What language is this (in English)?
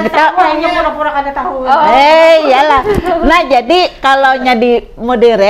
Banjar